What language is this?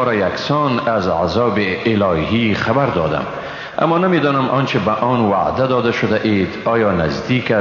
Persian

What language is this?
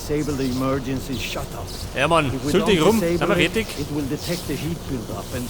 Bavarian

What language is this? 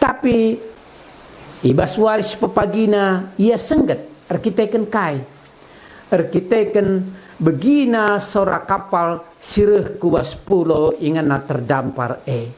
Batak Karo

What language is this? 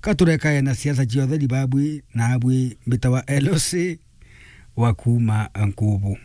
Meru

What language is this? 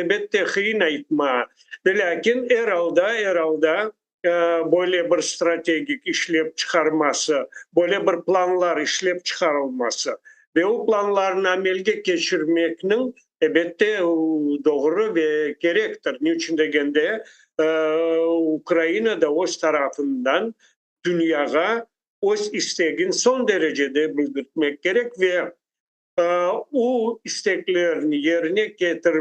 Crimean Tatar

